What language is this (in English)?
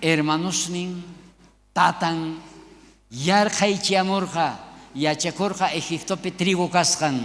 South Bolivian Quechua